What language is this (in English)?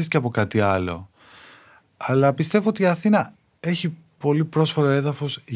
Greek